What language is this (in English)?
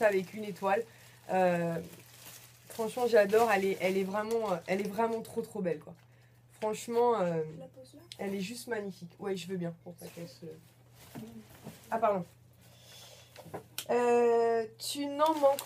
French